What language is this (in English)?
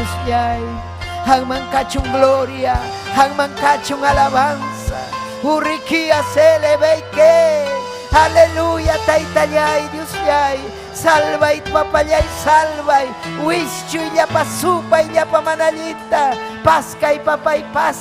Ayacucho Quechua